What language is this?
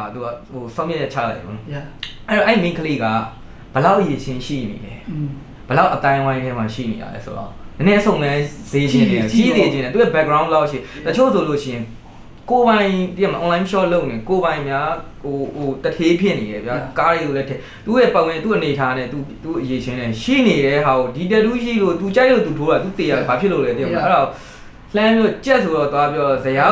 Burmese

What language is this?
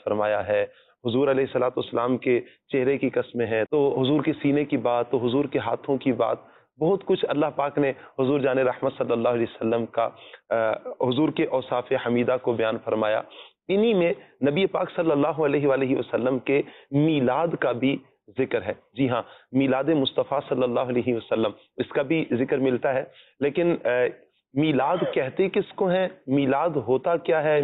Urdu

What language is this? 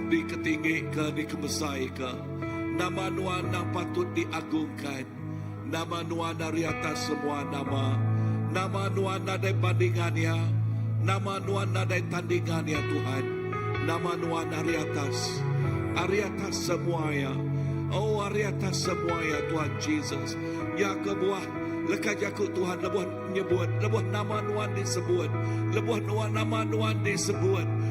Iban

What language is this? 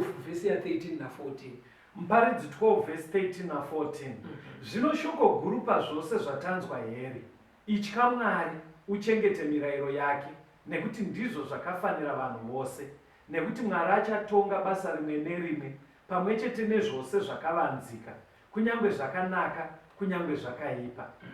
Shona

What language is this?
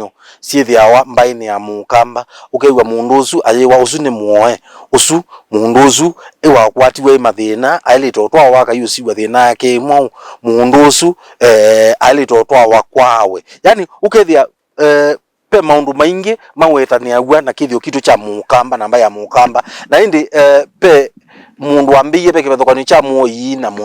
Kamba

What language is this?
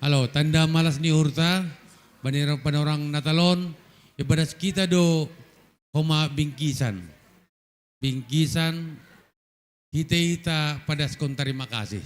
Batak Simalungun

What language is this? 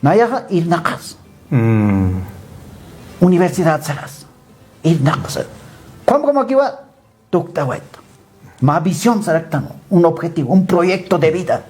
Aymara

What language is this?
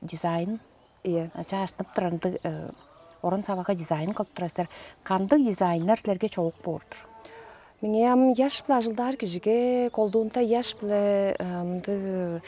Tuvinian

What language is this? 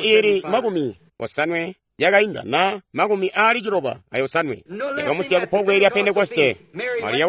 Tonga (Zambia)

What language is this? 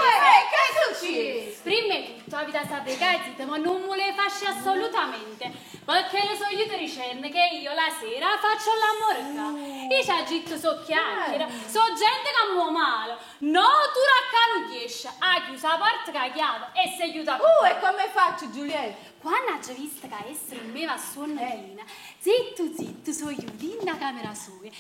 Neapolitan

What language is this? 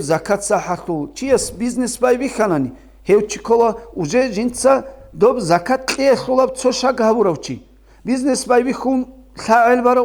Avaric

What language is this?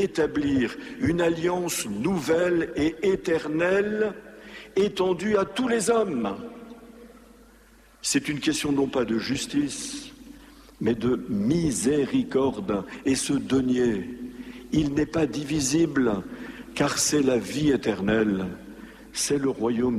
French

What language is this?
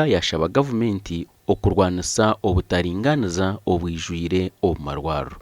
Nyankole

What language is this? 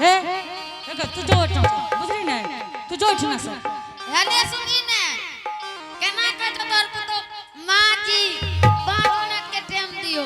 Angika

